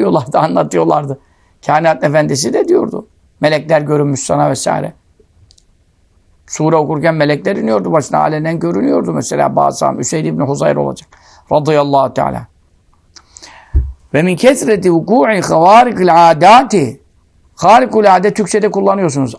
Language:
Turkish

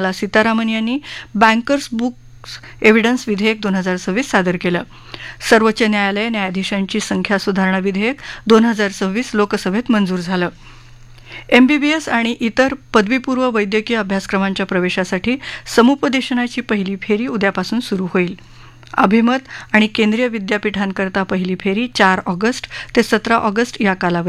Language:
Marathi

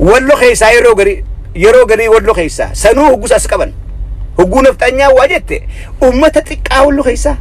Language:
Oromo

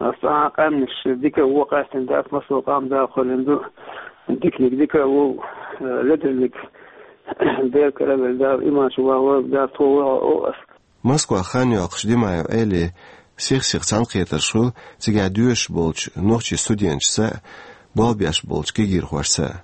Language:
Chechen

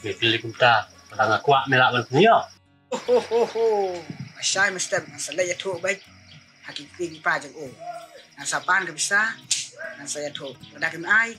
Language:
Khasi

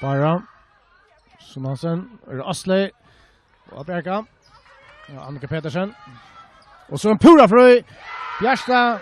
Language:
Faroese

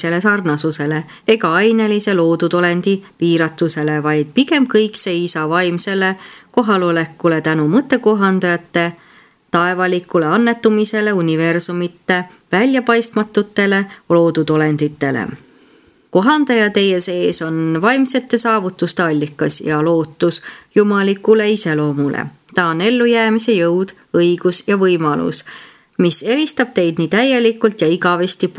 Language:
Estonian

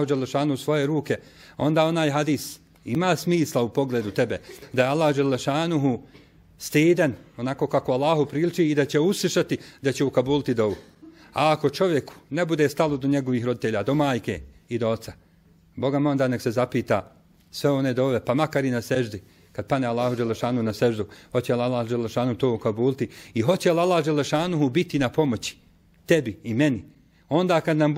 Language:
Bosnian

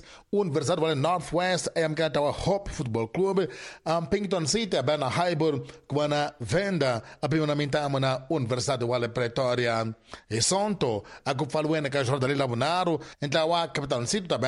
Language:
Tsonga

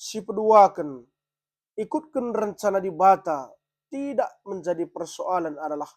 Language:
Batak Karo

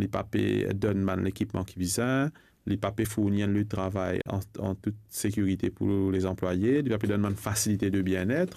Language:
Morisyen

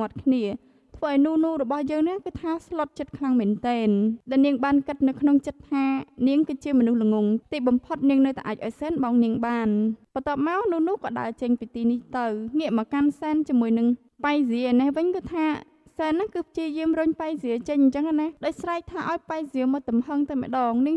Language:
Khmer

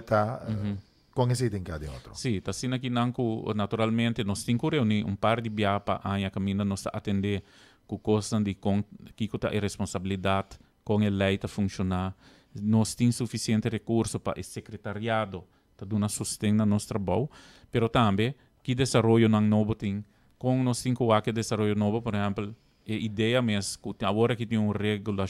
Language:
Papiamento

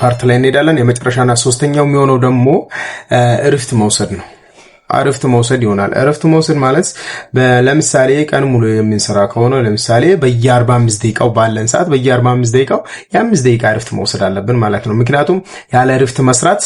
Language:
Amharic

